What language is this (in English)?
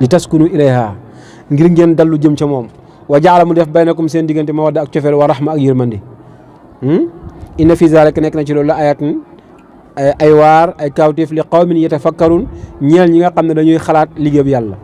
Wolof